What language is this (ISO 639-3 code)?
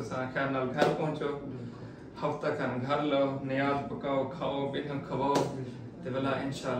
skr